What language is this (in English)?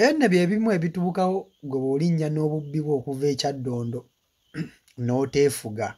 Ganda